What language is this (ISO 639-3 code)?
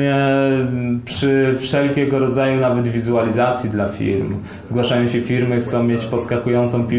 pol